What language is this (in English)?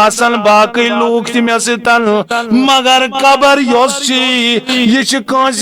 Kashmiri